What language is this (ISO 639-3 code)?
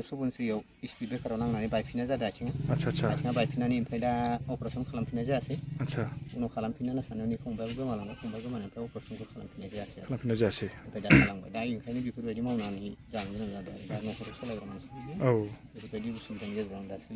brx